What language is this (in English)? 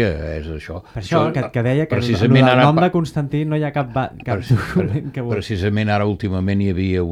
Catalan